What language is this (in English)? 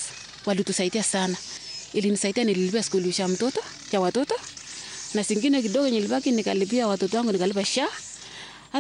Swahili